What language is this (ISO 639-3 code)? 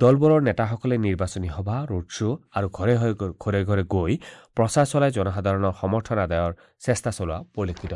asm